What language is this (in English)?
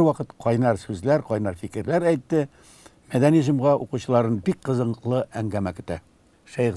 Tatar